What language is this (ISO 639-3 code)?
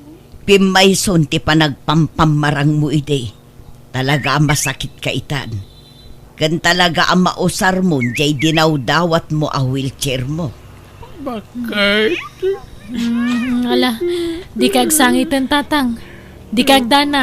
ilo